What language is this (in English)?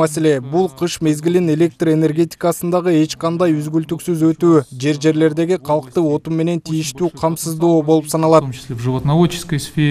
Kyrgyz